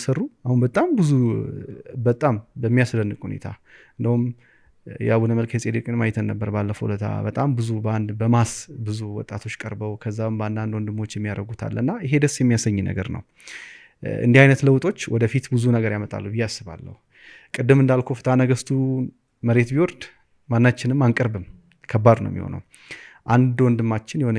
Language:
Amharic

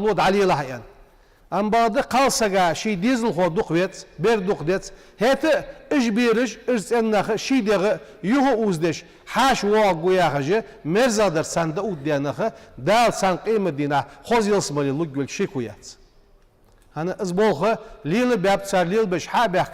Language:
Ingush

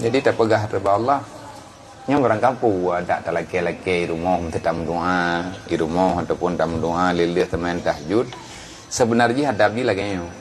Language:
Achinese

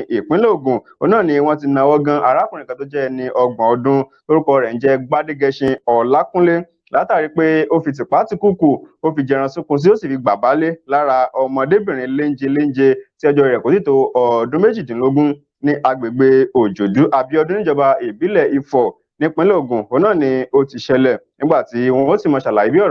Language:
Yoruba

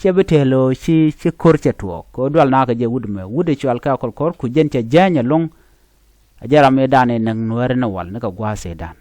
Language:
Nuer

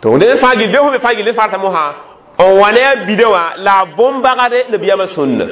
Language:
Mossi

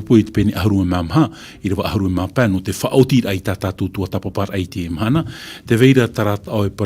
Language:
Tahitian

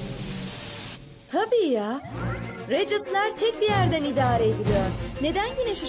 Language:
Turkish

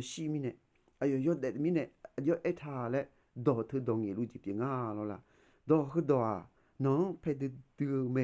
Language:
Akha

